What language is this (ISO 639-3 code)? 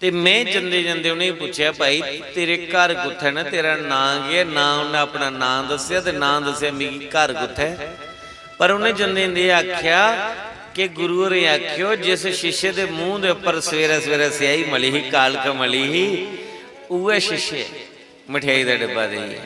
doi